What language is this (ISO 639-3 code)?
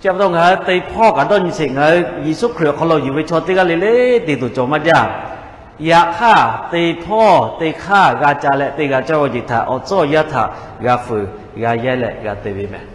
lhu